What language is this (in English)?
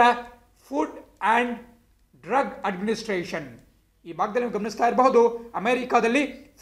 Kannada